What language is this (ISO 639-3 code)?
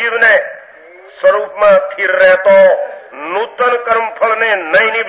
guj